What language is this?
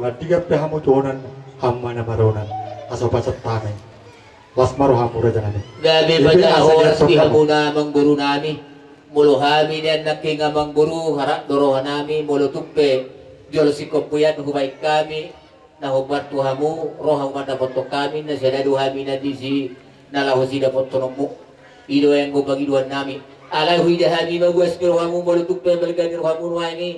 Batak Toba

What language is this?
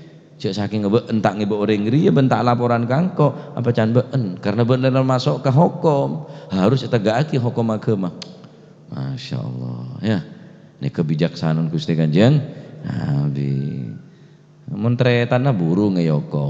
Madurese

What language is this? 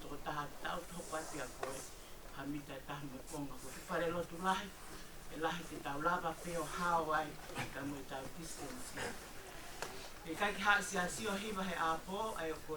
Tongan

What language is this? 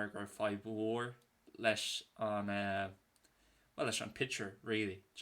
Irish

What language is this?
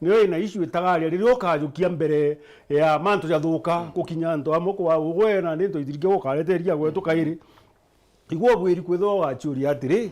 Meru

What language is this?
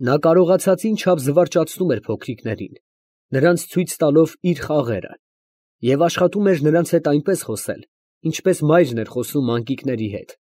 Armenian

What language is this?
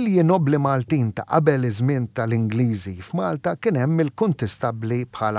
Maltese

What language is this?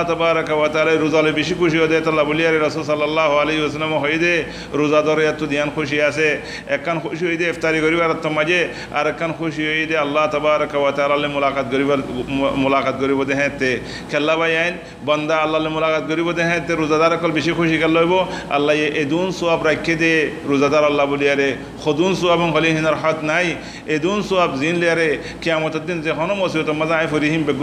Rohingya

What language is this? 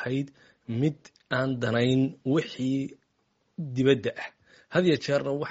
Somali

